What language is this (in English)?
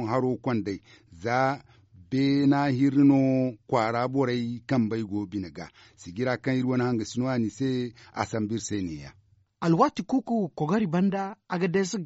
Zarma